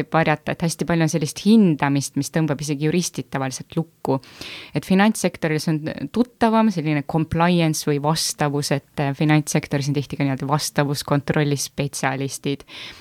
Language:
Estonian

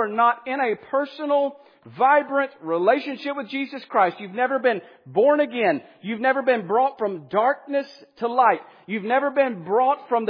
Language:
English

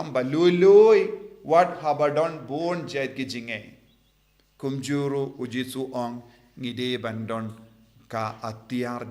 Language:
Khasi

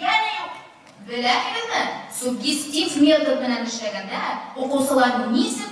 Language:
Bashkir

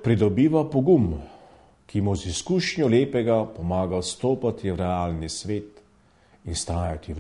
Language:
Slovenian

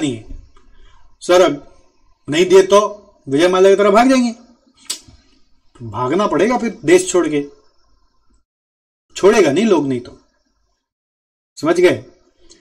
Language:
Hindi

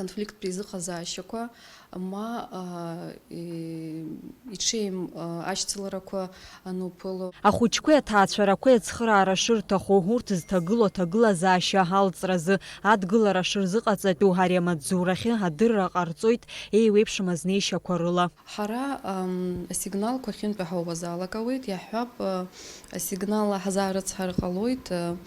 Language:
Abkhazian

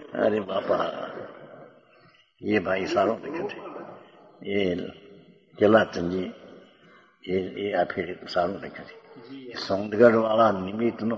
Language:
Gujarati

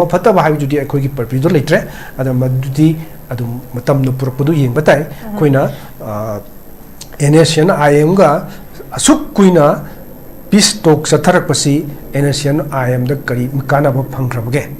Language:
Manipuri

